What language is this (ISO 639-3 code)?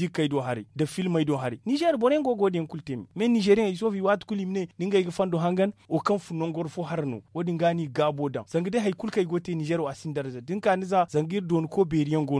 dje